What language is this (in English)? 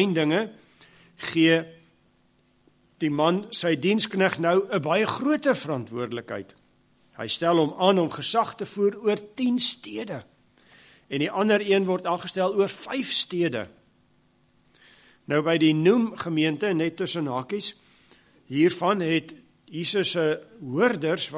Afrikaans